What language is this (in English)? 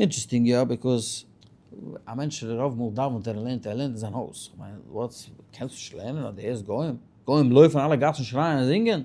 Yiddish